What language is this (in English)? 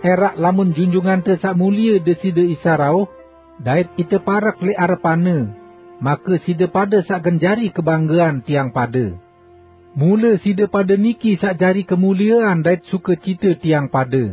Sasak